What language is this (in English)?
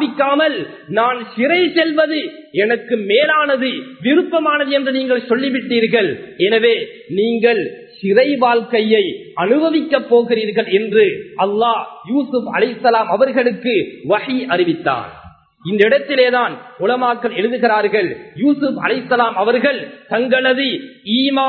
Tamil